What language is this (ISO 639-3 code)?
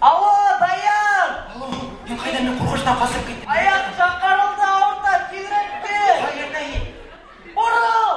bak